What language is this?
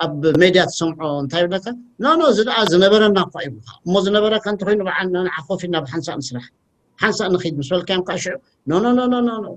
Tigrinya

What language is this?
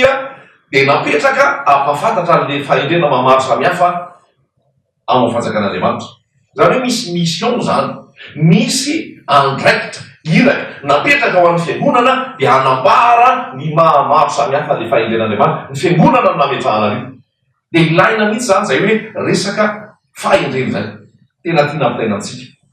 Malagasy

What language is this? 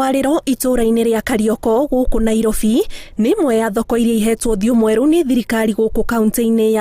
Kikuyu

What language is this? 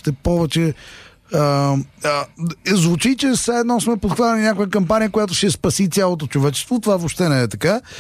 Bulgarian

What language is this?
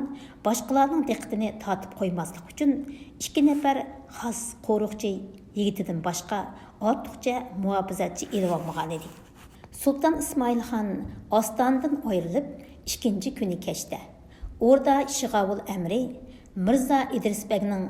Uyghur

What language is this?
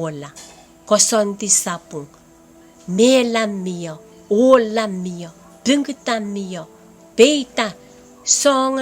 Pohnpeian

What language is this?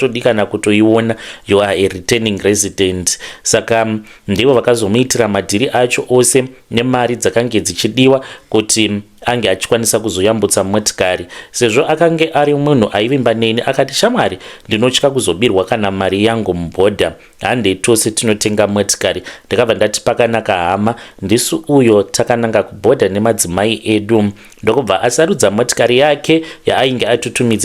Shona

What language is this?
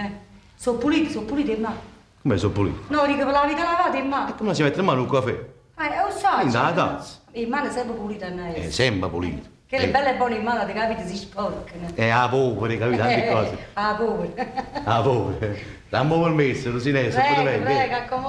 Neapolitan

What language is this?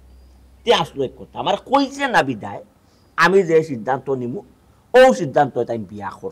Sylheti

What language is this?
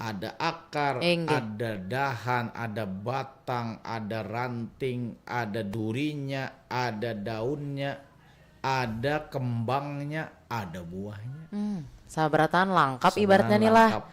Banjar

